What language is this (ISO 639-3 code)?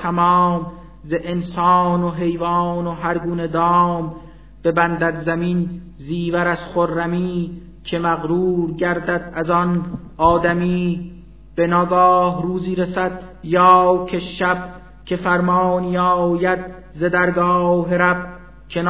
fas